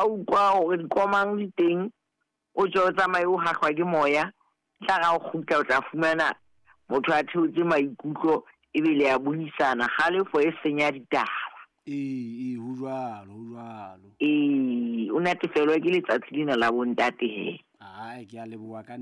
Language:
Southern Sotho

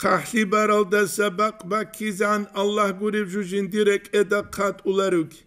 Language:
Avaric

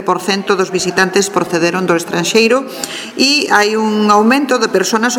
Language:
Galician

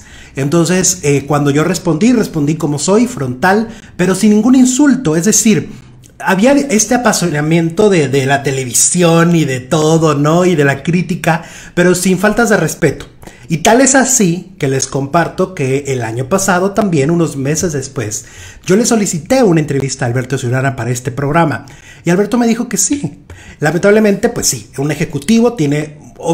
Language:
Spanish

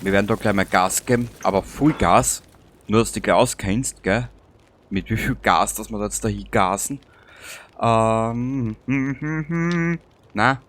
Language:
Bavarian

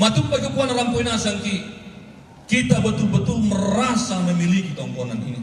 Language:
Toraja-Sa'dan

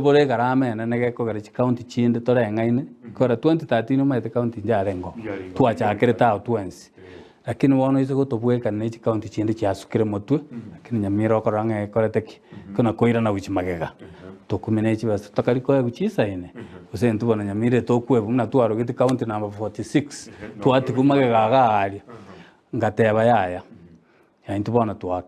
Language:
Gusii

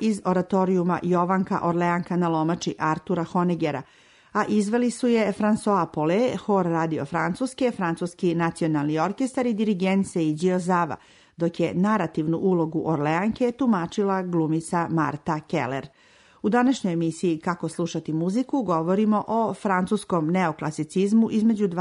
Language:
Serbian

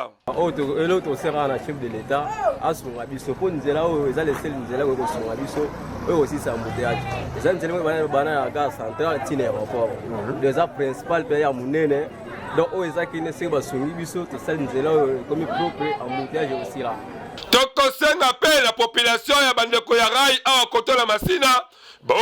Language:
Lingala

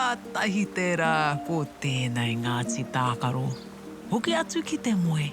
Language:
Māori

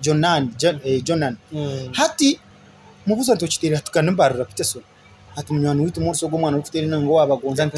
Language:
Nyankole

